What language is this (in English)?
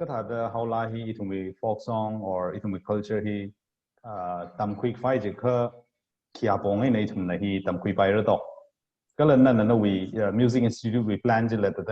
Tangkhul Naga (India)